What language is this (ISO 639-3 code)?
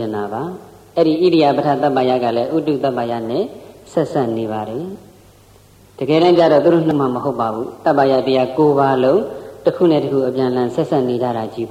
mya